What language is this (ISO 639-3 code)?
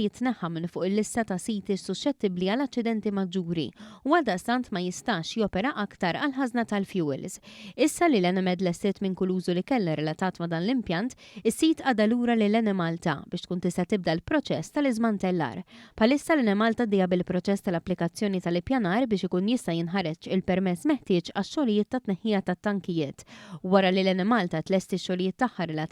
mlt